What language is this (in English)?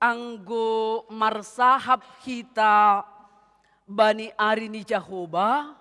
Batak Simalungun